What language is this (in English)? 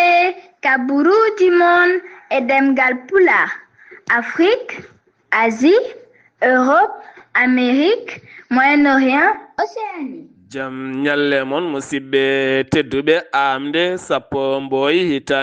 Fula